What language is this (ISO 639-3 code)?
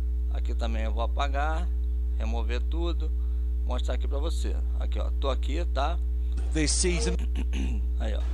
por